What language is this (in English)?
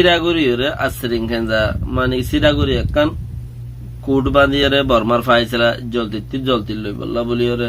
Rohingya